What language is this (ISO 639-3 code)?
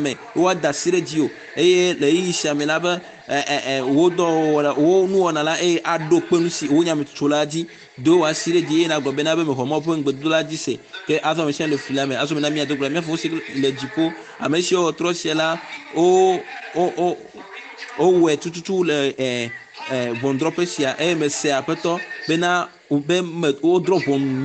ewe